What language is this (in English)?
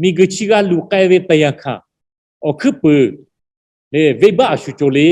Lahu